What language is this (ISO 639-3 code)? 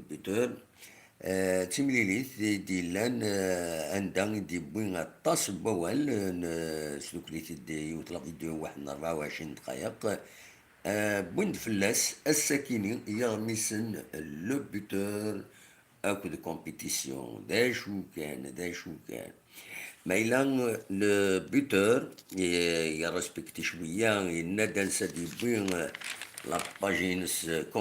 kab